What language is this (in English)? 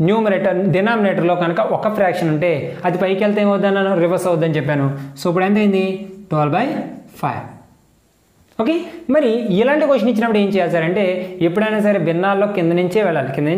Telugu